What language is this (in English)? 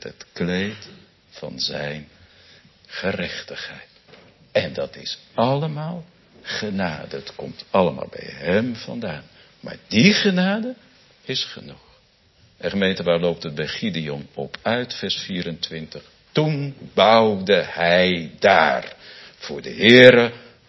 Dutch